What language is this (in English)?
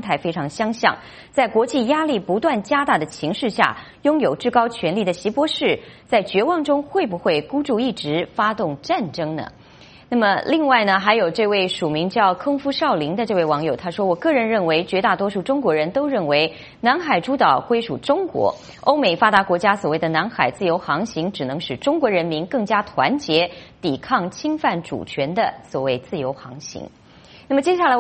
Chinese